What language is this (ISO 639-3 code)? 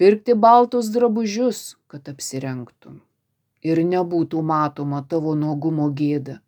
lit